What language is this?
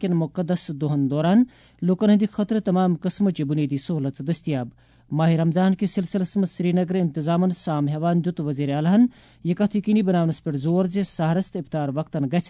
Kashmiri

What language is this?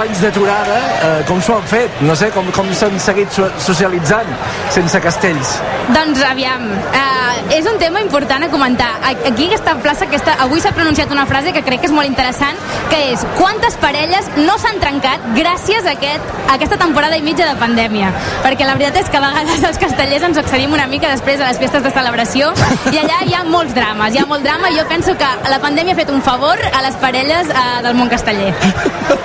Catalan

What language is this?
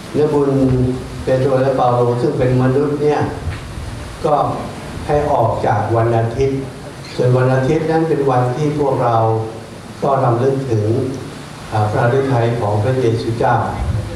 Thai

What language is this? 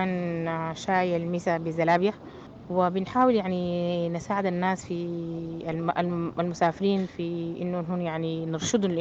Sudanese Arabic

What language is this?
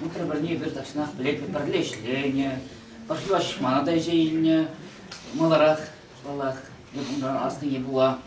Chuvash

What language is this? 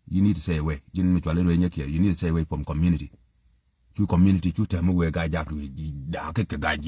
Nuer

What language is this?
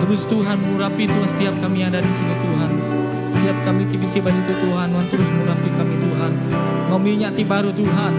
Iban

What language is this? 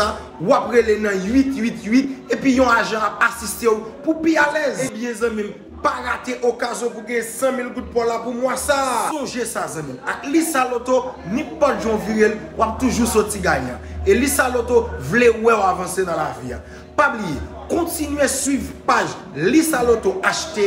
Haitian Creole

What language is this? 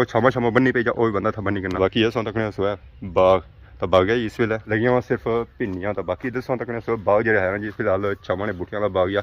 Pahari-Potwari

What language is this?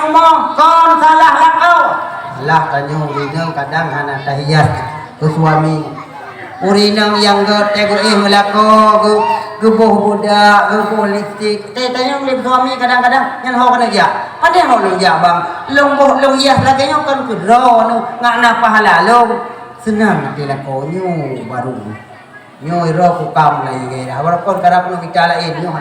Achinese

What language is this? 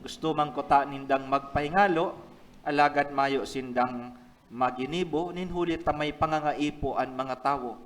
Bikol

